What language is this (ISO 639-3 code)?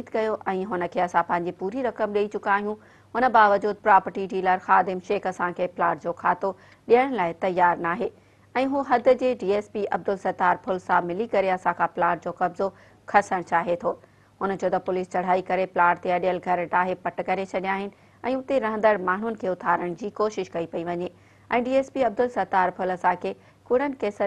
snd